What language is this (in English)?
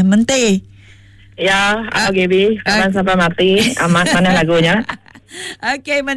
Iban